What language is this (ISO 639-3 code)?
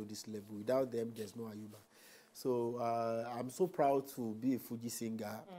pcm